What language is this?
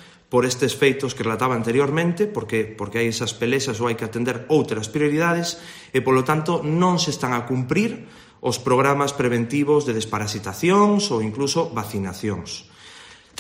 Galician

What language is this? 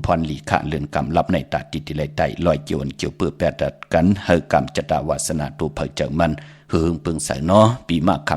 Shan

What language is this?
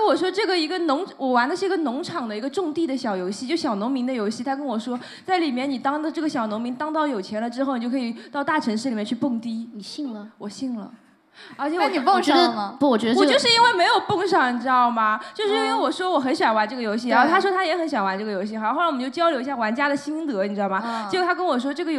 Chinese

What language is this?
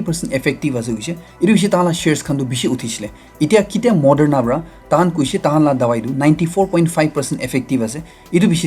Naga Pidgin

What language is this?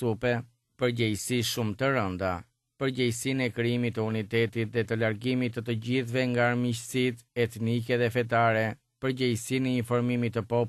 Albanian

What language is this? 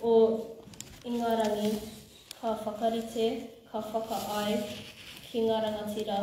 Māori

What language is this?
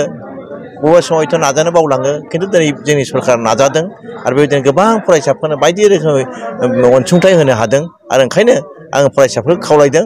Bodo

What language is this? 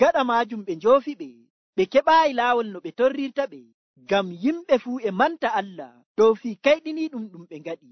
Nigerian Fulfulde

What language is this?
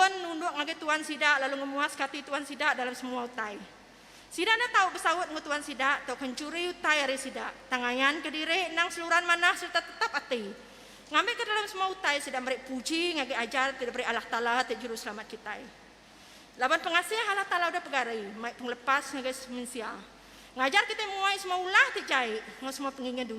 Iban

